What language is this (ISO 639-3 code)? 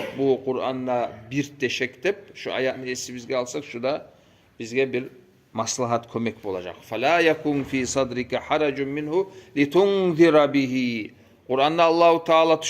kum